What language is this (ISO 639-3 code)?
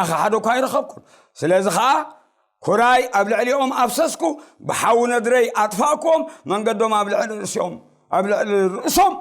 tir